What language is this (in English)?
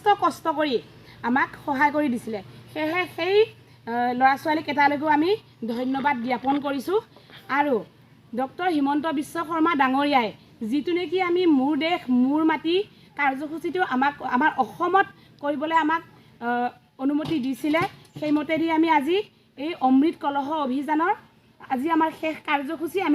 Assamese